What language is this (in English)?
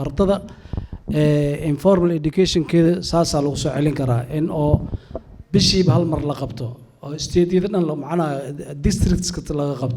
Somali